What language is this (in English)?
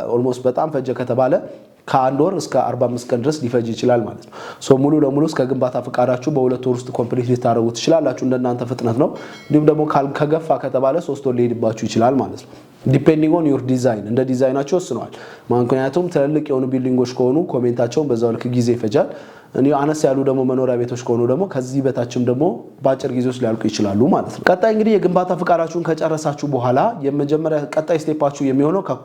Amharic